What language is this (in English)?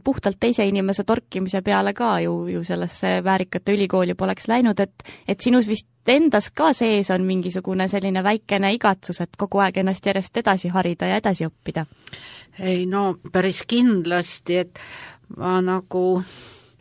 Estonian